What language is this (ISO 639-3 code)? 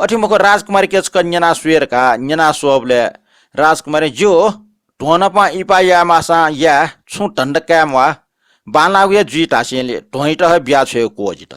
new